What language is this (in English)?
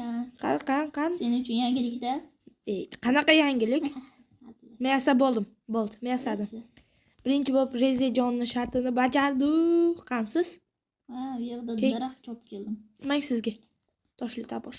Uzbek